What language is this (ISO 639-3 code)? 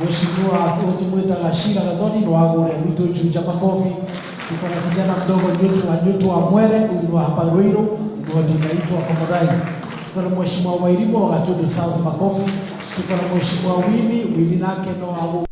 kik